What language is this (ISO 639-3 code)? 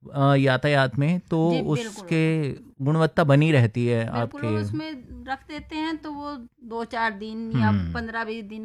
hin